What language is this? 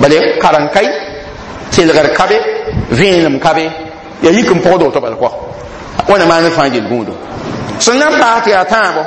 Mossi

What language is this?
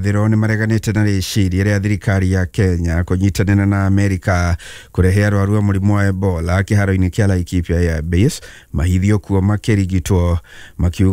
Kikuyu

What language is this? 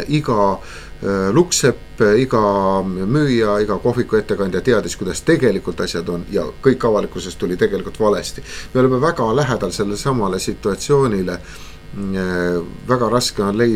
Estonian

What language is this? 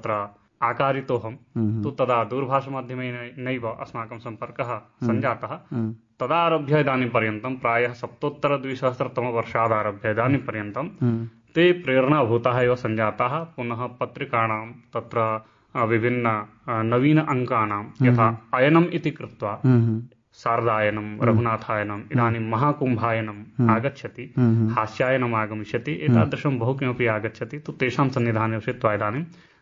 Sanskrit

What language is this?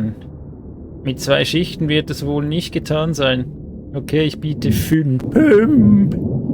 Swiss German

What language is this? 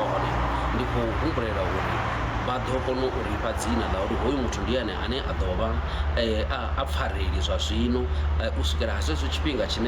Venda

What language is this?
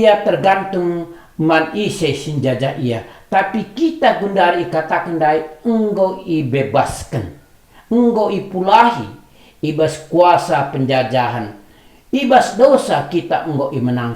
Batak Karo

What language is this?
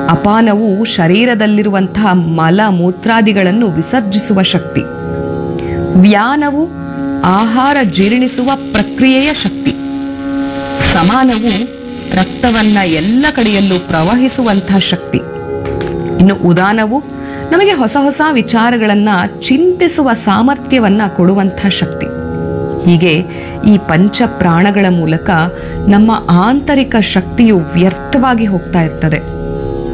Kannada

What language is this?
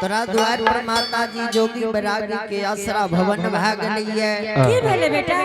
Angika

